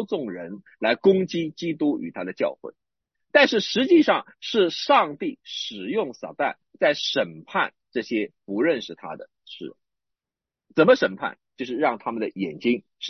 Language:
Chinese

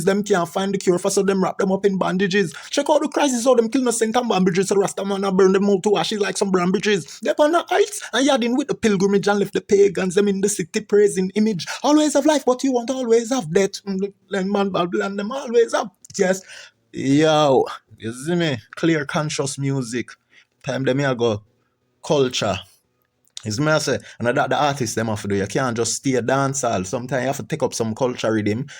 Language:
Jamaican Creole English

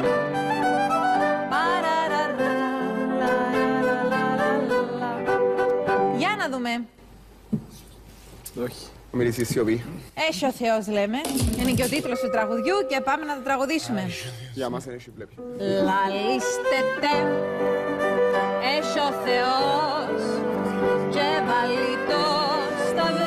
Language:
Greek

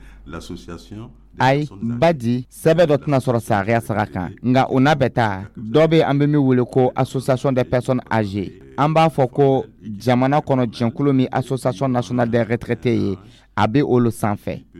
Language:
Dyula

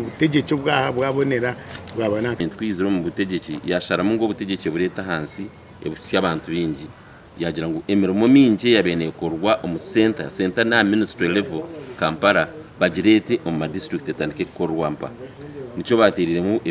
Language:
Nyankole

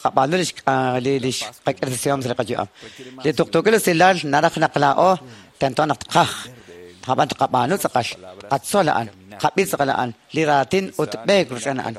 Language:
Kekchí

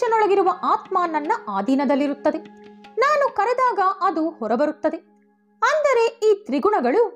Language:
Kannada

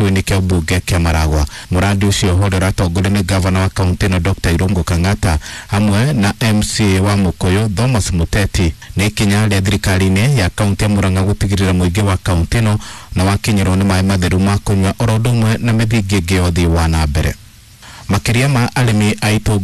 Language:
Kikuyu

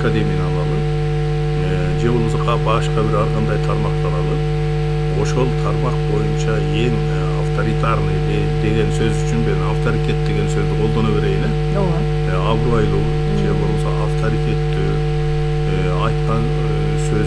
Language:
Kyrgyz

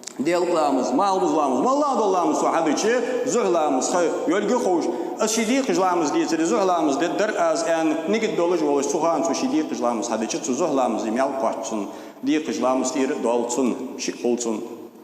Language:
Ingush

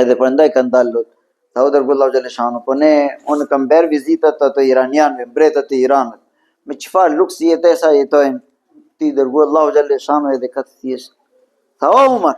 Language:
Albanian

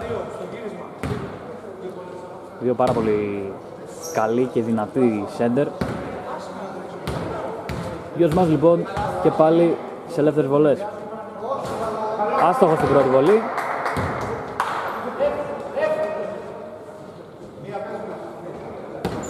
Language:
Greek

